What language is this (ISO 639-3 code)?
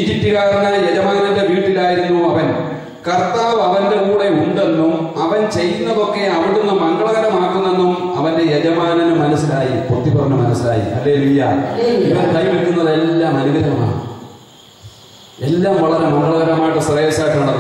mal